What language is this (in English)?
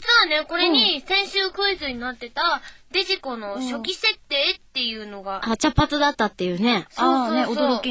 Japanese